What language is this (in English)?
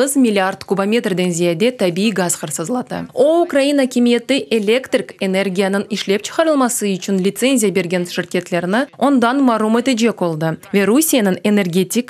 Crimean Tatar